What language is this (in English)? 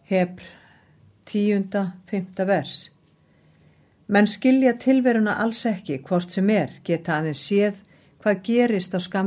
Icelandic